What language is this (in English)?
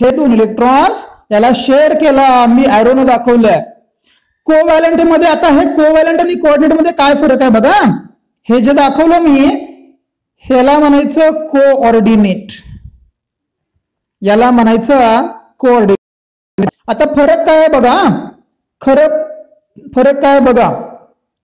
Marathi